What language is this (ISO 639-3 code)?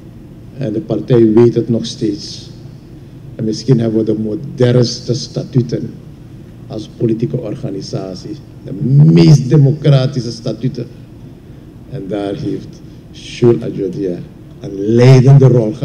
nld